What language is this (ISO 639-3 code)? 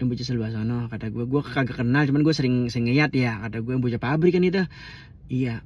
bew